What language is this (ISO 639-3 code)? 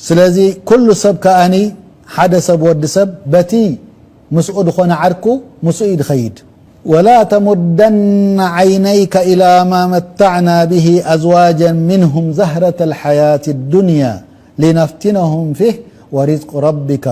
tir